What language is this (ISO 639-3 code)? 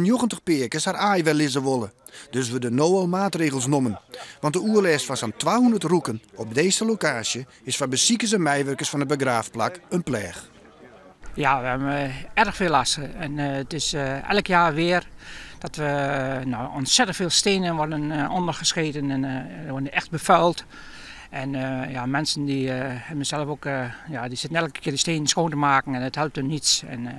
fry